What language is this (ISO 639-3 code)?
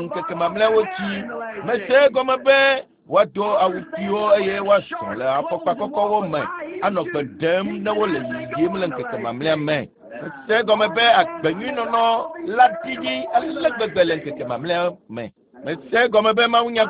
ewe